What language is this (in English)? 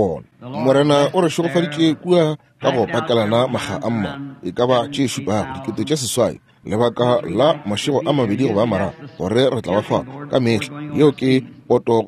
Northern Sotho